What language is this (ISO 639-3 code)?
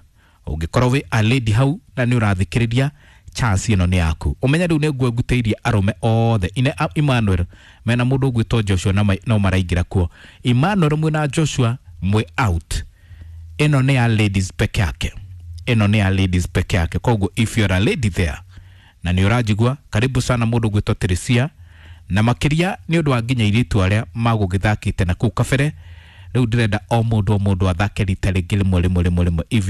kik